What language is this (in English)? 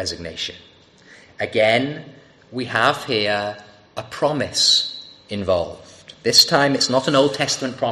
English